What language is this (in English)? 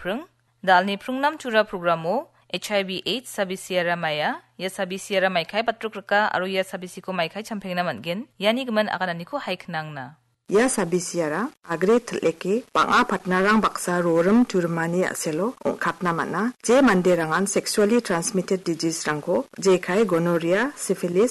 Garo